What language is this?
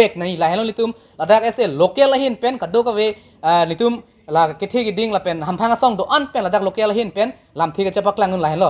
Karbi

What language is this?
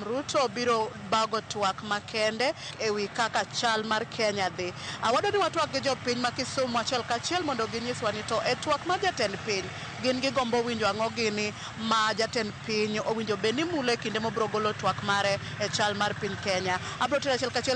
Luo (Kenya and Tanzania)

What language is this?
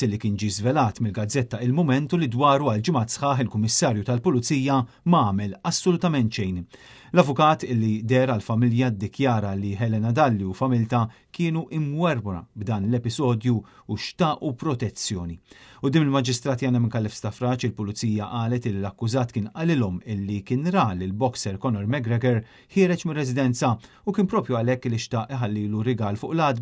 Maltese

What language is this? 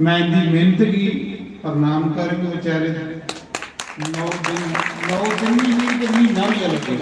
Dogri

